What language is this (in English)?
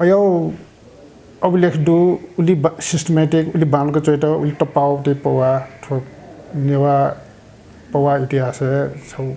Newari